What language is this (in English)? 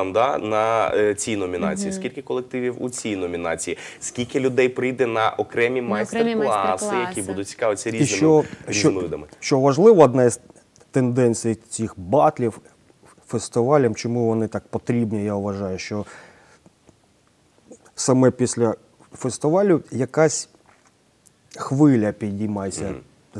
Ukrainian